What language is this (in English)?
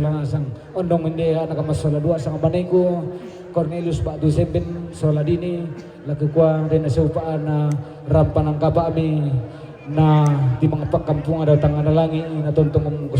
Toraja-Sa'dan